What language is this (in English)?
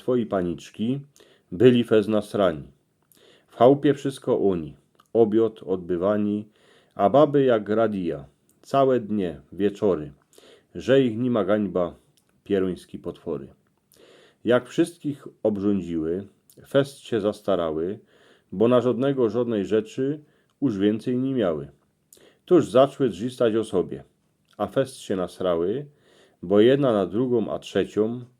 Silesian